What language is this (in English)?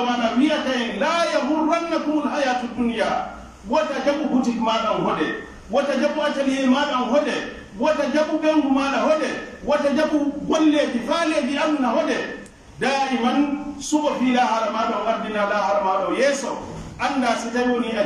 Pular